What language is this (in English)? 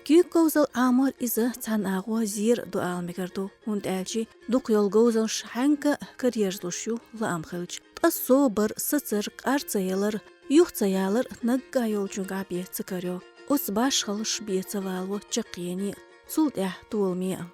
Chechen